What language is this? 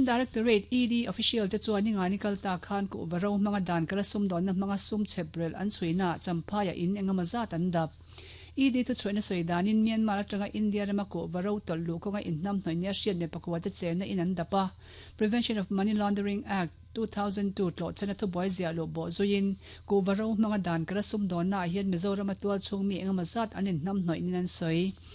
Mizo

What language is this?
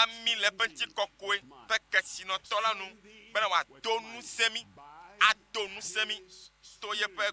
Ewe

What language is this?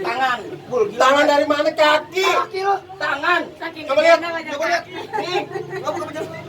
Betawi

